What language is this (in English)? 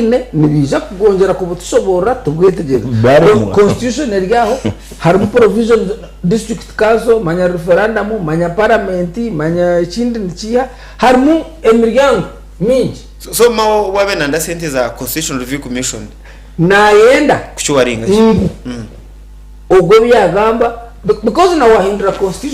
Nyankole